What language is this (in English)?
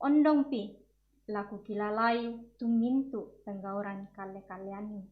Toraja-Sa'dan